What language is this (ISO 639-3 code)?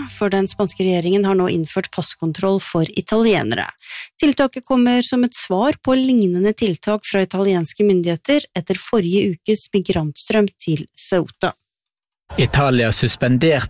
nor